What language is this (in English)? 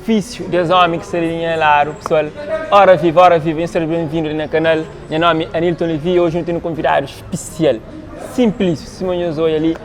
Kabuverdianu